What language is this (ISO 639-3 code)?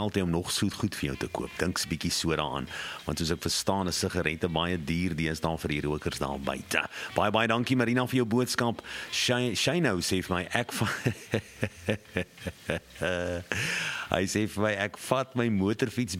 afr